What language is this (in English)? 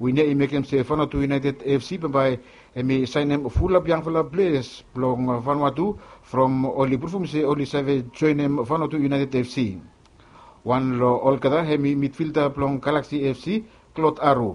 Bislama